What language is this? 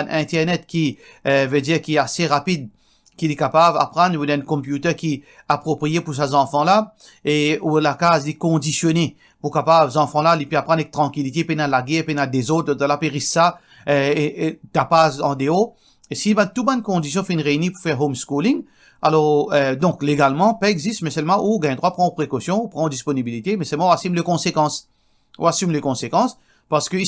Morisyen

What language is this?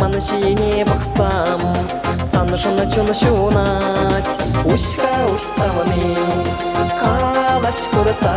Chuvash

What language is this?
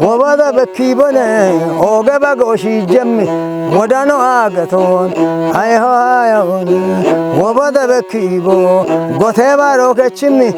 Kafa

